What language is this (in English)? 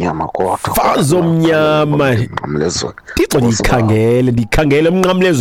Xhosa